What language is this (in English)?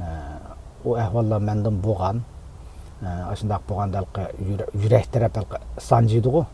Uyghur